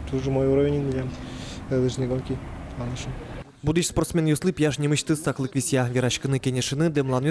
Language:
Udmurt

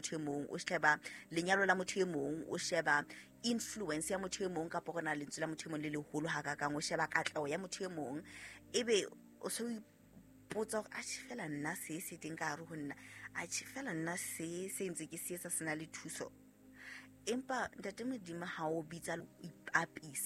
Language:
Southern Sotho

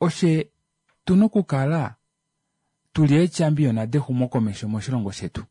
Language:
Kuanyama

